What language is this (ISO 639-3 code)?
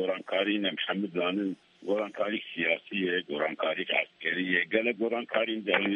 kur